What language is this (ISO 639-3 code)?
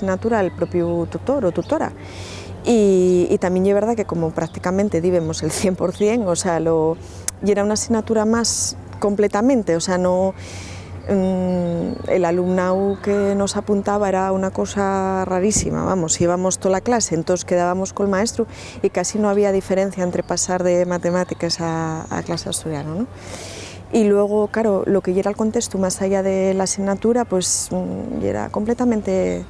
ast